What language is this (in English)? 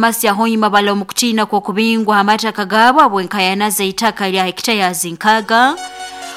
Nyoro